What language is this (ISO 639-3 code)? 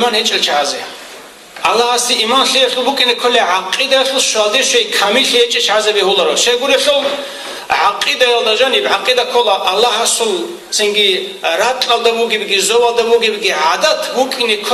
ava